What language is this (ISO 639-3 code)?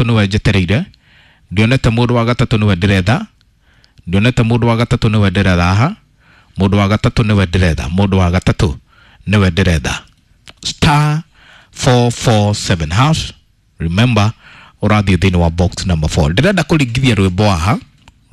kik